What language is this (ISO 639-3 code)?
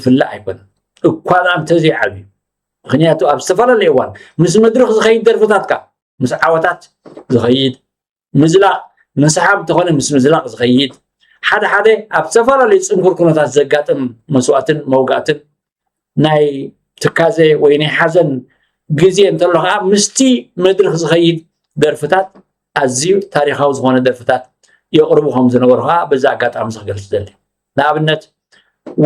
tir